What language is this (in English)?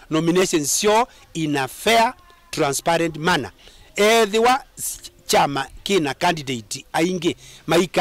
Kamba